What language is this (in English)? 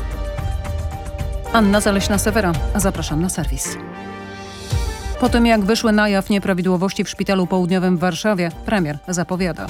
Polish